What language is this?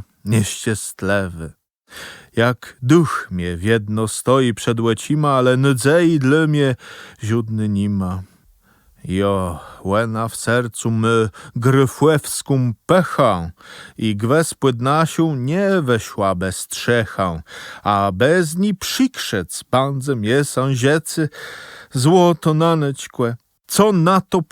Kashubian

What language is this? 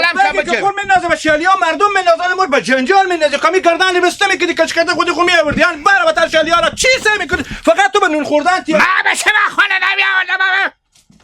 Hazaragi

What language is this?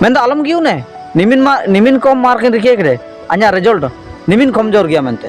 Ho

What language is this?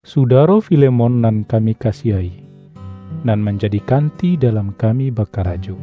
Minangkabau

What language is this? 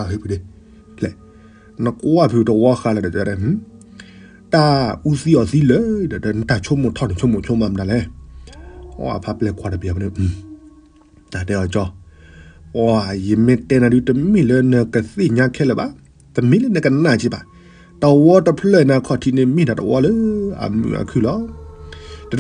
S'gaw Karen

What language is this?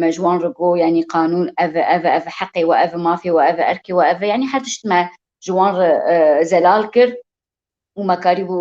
Kurdish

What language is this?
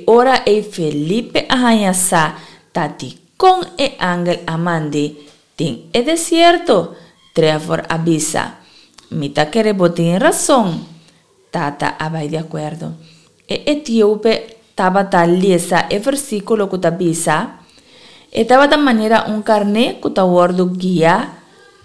Papiamento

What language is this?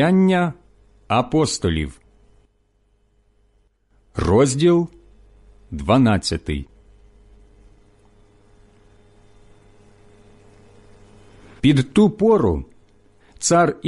Ukrainian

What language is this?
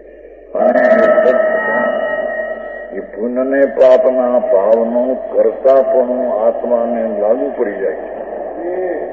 Gujarati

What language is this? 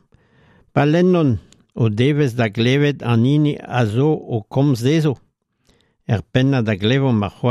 Breton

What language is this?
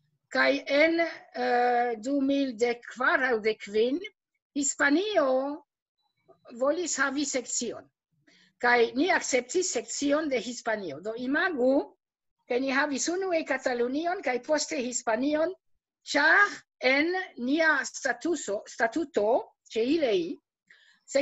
Esperanto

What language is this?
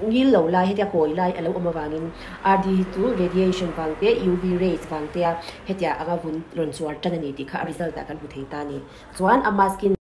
Mizo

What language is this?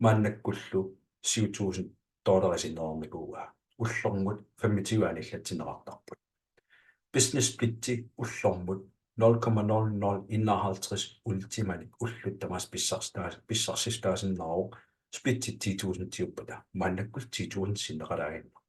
Kalaallisut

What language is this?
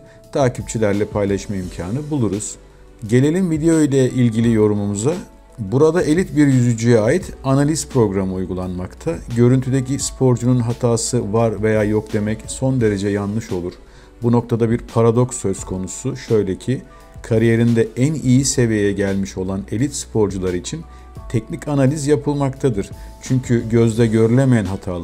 Turkish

